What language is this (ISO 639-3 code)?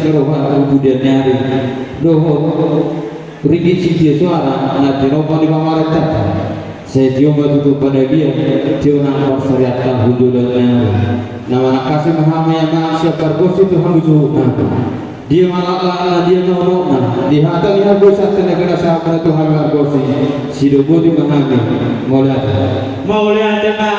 bbc